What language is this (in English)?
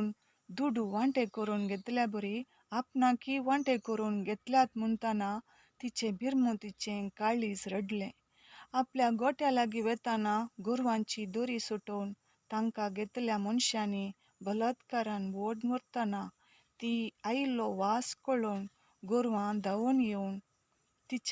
Konkani